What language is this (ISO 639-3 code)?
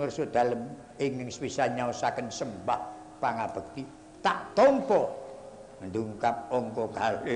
jav